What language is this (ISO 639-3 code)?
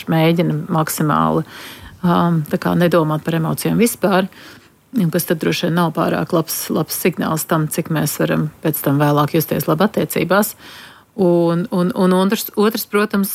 lav